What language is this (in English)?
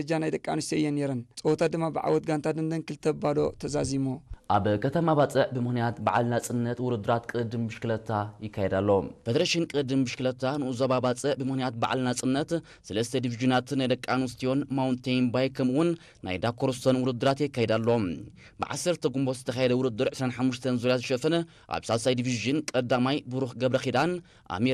Tigrinya